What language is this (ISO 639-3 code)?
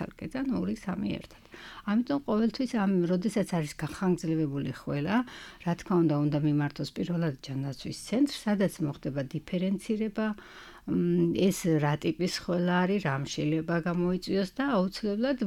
kat